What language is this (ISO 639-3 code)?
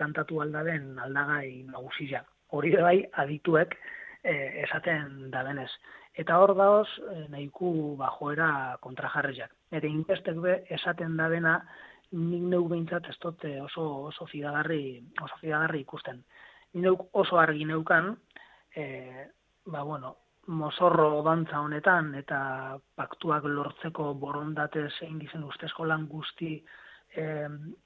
eus